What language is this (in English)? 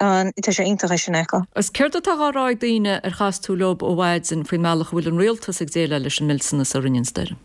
Irish